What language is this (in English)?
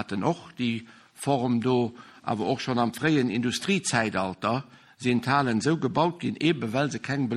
Luxembourgish